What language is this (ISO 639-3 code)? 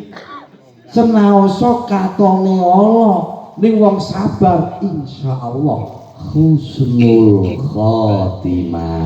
jav